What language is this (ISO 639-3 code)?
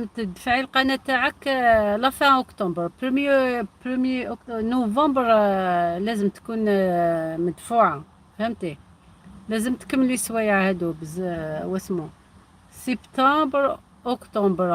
arq